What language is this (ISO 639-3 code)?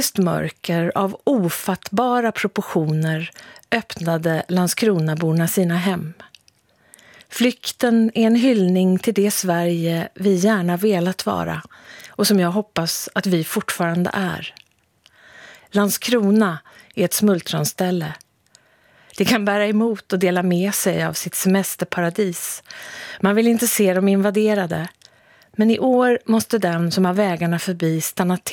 swe